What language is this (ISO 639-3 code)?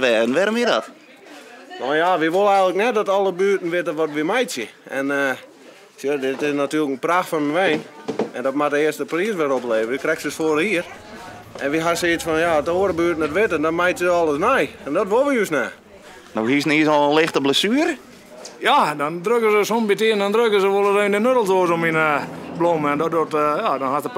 fry